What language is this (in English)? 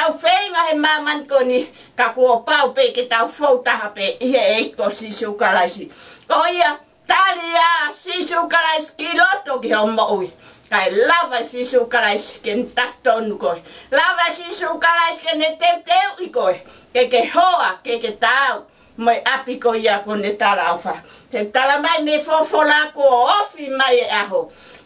Tongan